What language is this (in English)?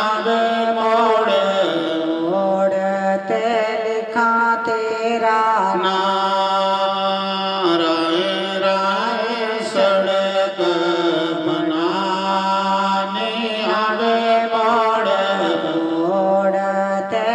Dogri